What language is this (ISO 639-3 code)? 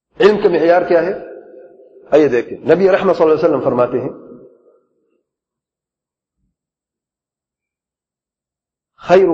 urd